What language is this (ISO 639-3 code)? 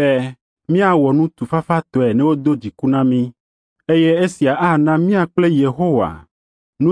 ewe